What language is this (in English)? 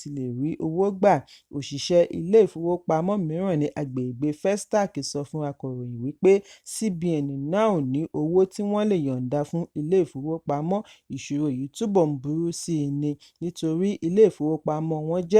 Yoruba